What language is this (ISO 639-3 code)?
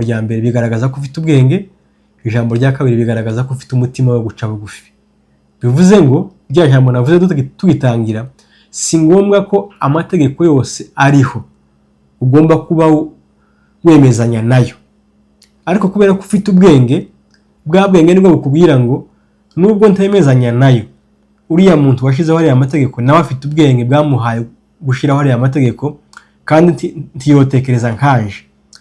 kin